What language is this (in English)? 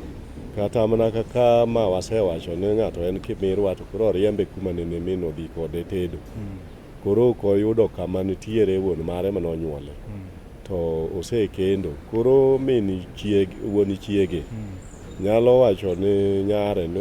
Luo (Kenya and Tanzania)